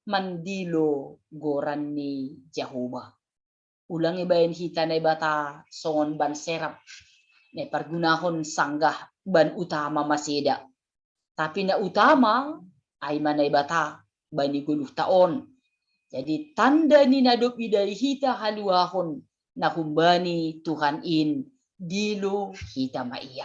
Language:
Batak Simalungun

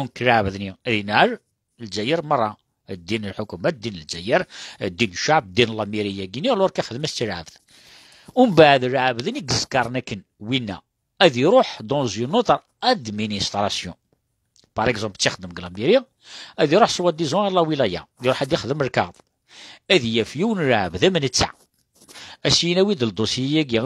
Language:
Kabyle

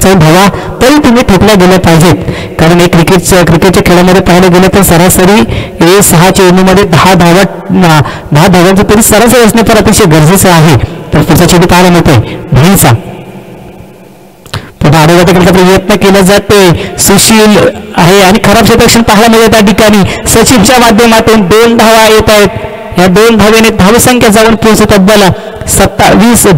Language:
Marathi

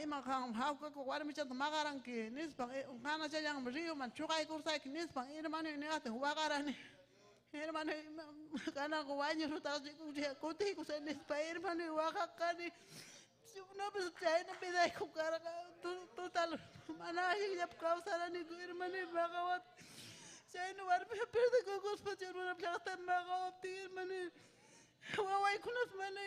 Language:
Ayacucho Quechua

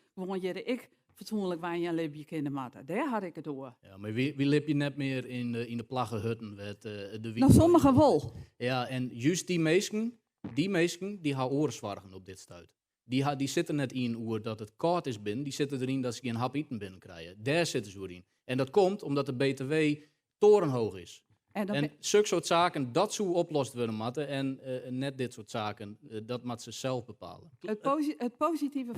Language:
Western Frisian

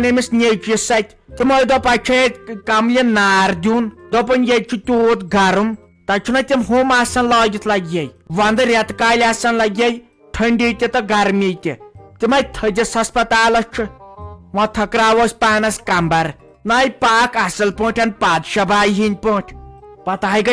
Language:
Kashmiri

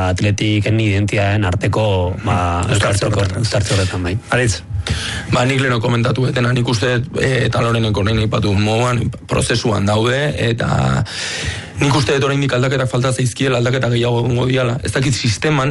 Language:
Basque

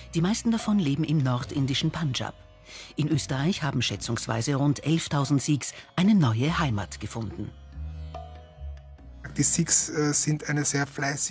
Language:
German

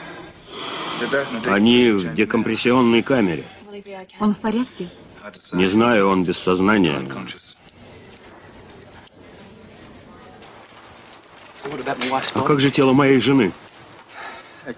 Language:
Russian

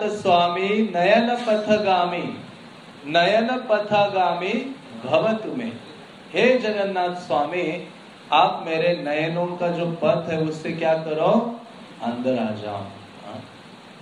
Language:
Hindi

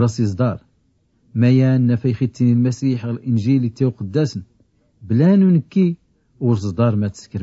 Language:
Tachelhit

